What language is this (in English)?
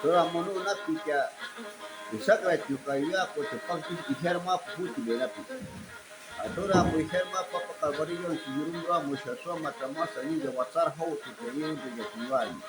Shuar